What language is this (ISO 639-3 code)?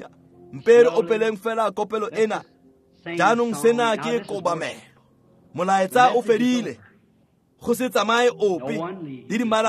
tsn